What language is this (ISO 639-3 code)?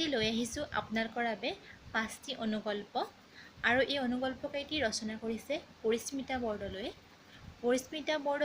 asm